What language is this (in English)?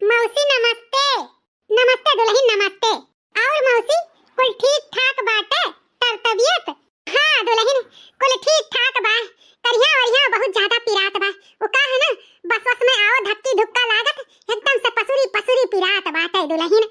Awadhi